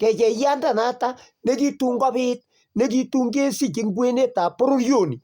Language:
Kalenjin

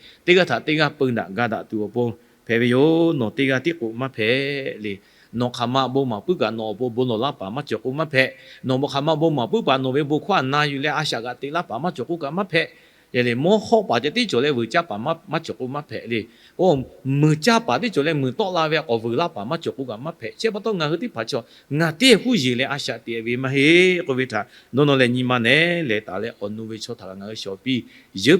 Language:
Lahu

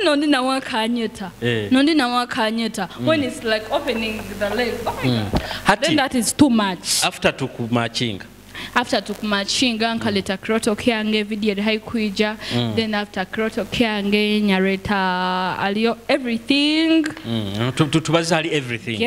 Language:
Nyoro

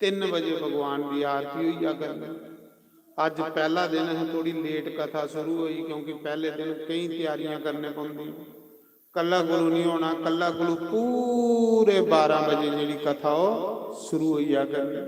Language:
Dogri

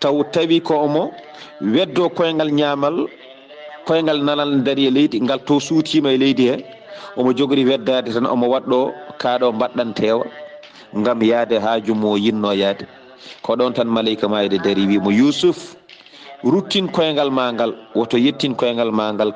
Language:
Fula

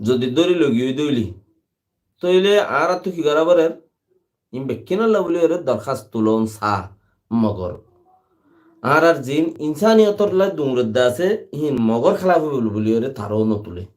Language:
Rohingya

